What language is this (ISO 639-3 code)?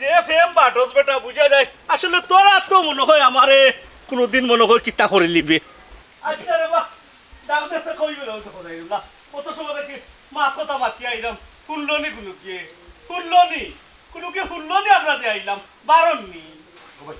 syl